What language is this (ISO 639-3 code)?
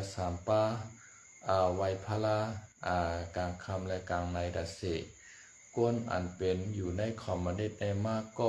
shn